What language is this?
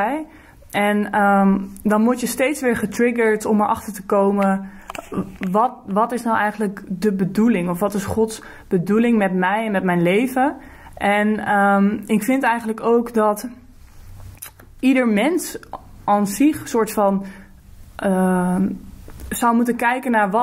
Dutch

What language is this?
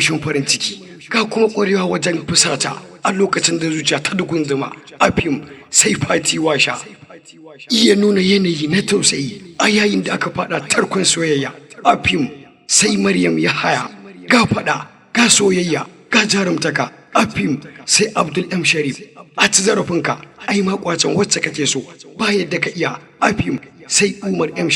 Hausa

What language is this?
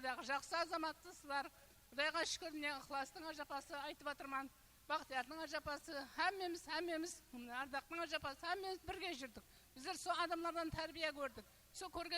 Kara-Kalpak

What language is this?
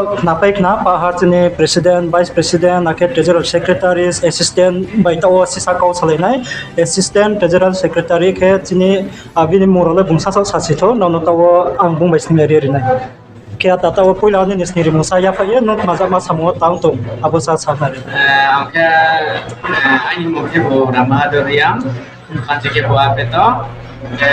Riang (India)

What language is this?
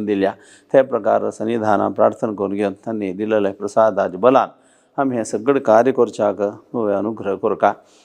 Konkani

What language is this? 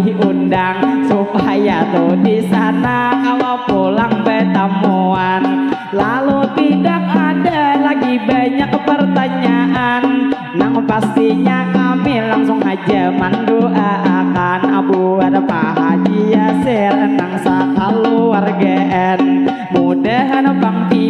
Banjar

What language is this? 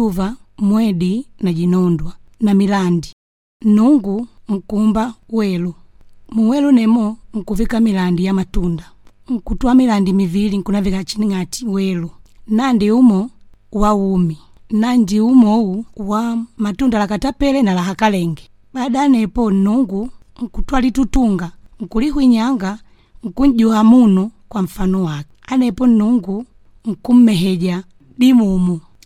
Makonde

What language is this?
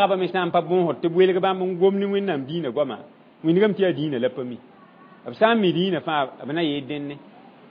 Mossi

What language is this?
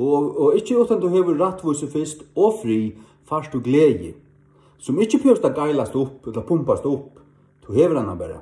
Faroese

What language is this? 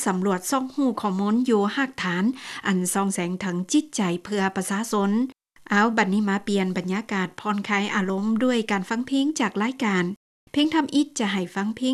Lao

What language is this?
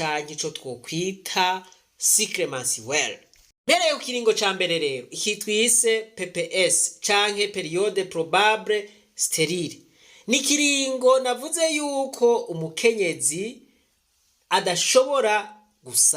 Rundi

